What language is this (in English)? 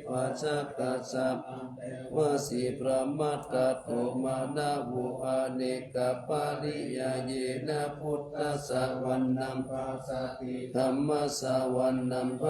Pali